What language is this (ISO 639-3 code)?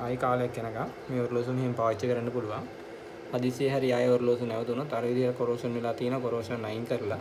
sin